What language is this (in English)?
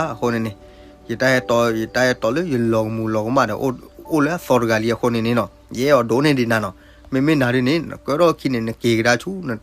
S'gaw Karen